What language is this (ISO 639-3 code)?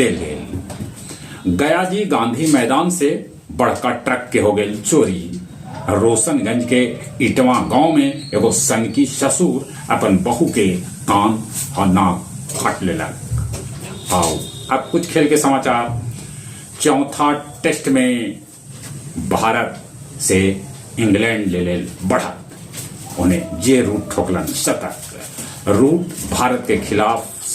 mag